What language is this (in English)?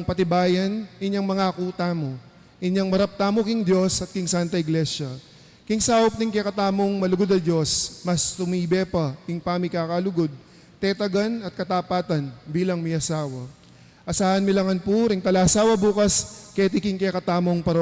Pampanga